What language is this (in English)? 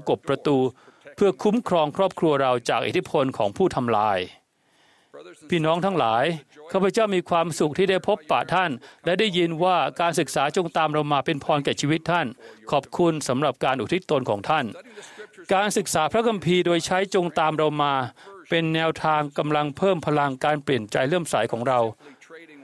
Thai